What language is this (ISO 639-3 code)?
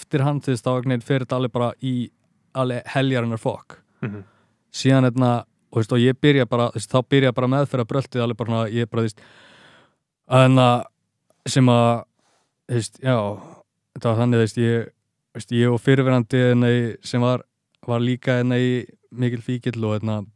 isl